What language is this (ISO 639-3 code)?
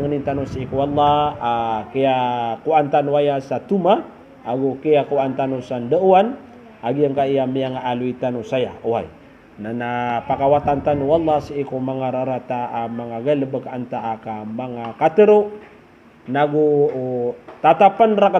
mrw